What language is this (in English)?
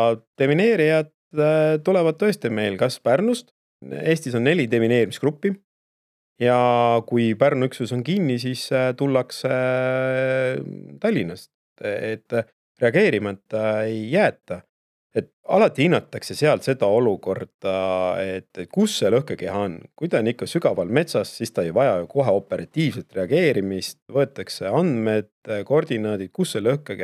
Estonian